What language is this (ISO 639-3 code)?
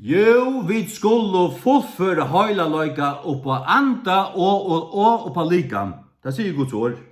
fao